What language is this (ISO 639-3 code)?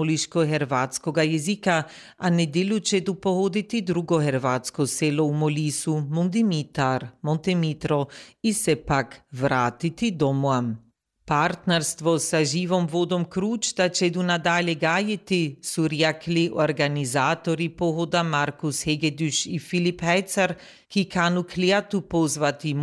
hrv